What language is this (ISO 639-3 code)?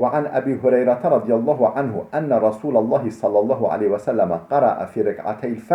kur